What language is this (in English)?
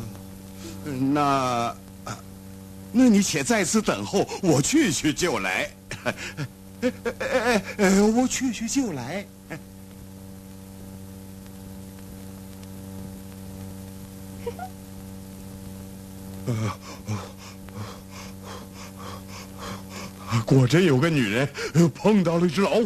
Chinese